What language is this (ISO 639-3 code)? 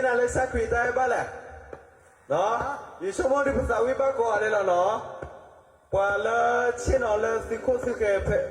ksw